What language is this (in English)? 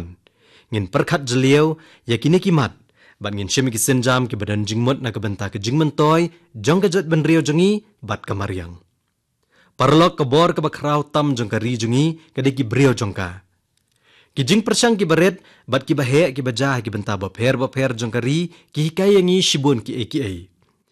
Khasi